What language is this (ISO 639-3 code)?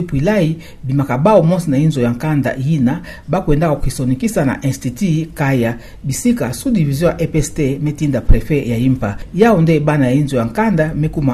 ktu